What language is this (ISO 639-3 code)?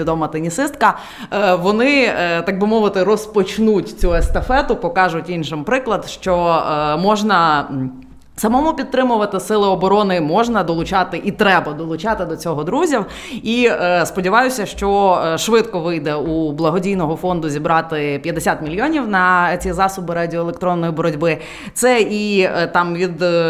ukr